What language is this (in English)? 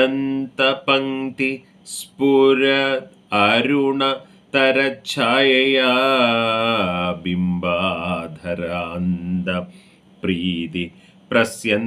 Malayalam